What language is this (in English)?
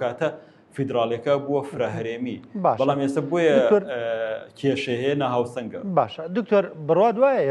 Central Kurdish